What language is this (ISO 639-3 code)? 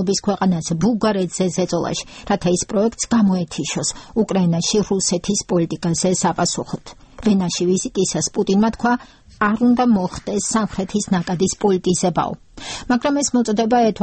kat